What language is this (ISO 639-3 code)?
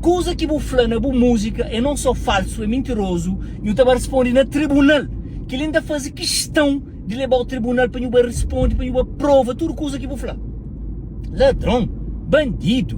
kea